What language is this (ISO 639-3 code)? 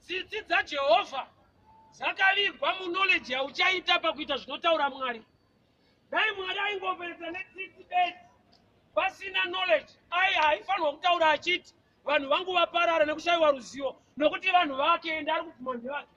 sna